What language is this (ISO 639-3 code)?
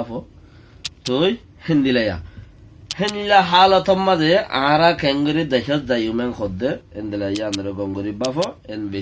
rhg